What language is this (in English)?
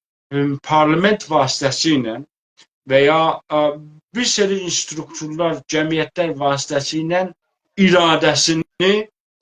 South Azerbaijani